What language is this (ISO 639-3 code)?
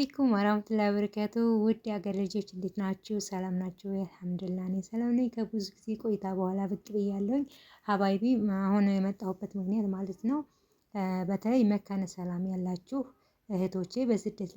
amh